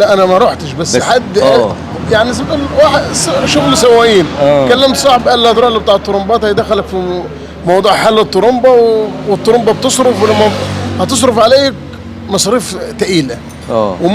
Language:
Egyptian Arabic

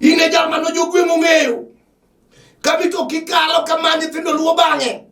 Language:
Luo (Kenya and Tanzania)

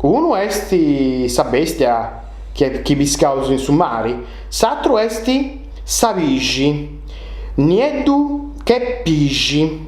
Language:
Sardinian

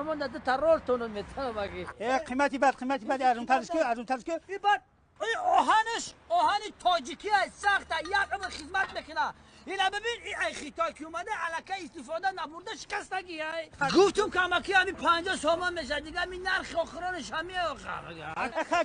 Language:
Tajik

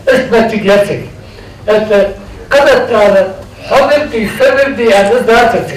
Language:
Ingush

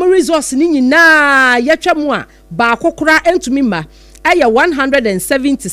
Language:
Akan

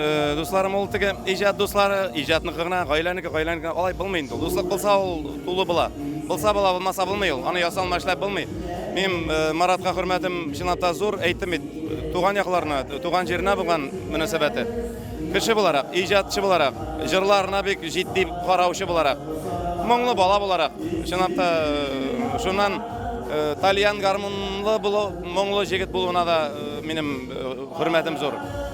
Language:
Tatar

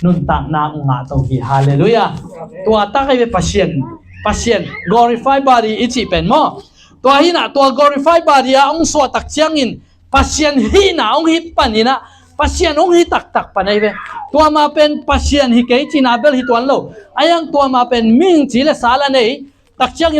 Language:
Tedim Chin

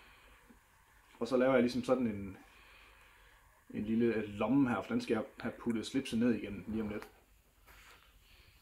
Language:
Danish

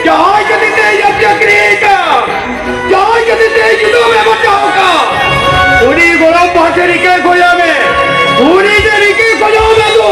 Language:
Santali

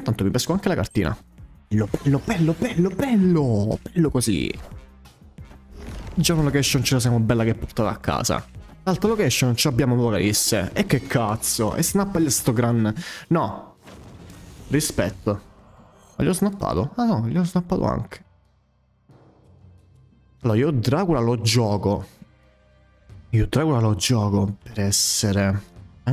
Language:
Italian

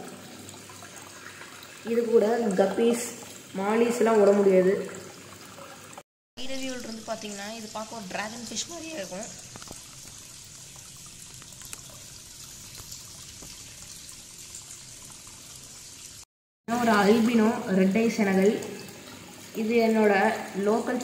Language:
Tamil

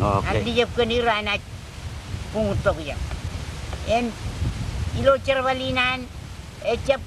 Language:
Marshallese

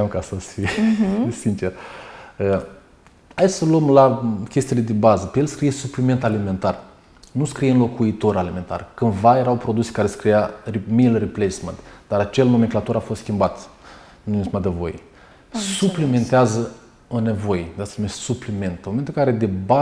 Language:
Romanian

